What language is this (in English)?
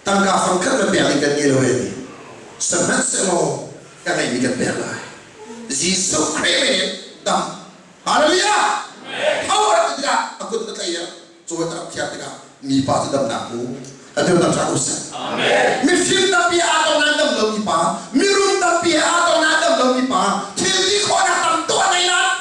Hakha Chin